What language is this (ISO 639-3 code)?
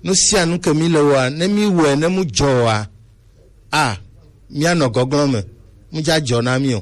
gej